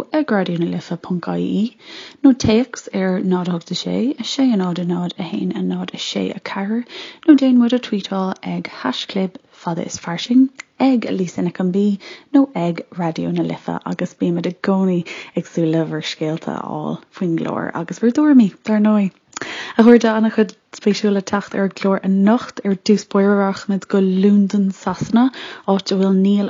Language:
Irish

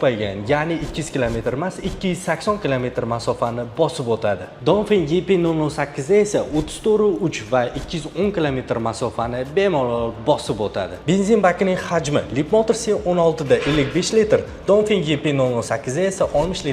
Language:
Uzbek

